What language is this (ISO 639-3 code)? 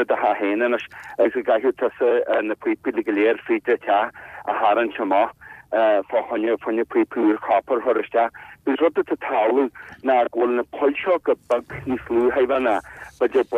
gle